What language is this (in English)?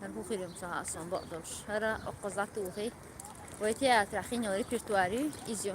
Chechen